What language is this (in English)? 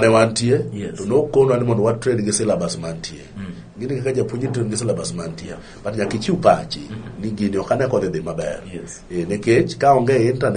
Luo (Kenya and Tanzania)